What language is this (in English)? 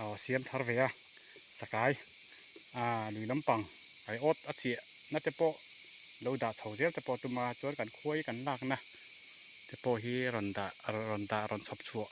Mizo